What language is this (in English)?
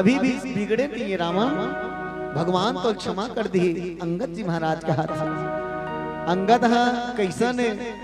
Chhattisgarhi